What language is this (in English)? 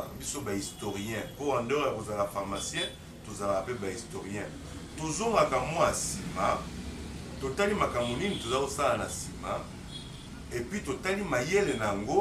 Lingala